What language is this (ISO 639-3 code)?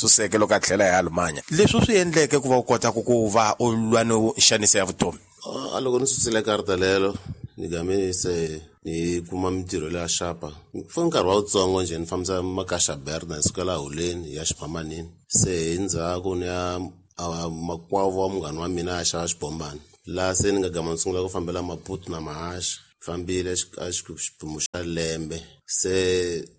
tso